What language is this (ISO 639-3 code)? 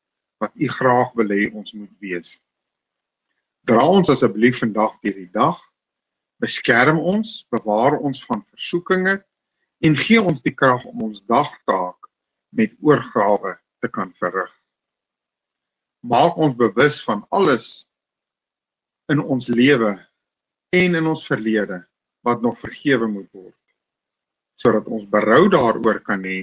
afr